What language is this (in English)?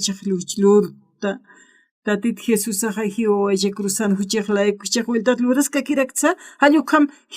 Aymara